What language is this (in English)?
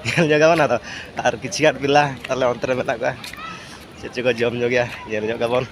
Santali